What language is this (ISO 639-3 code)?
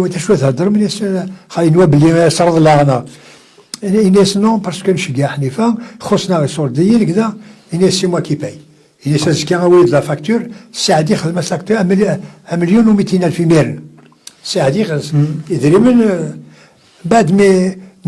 kab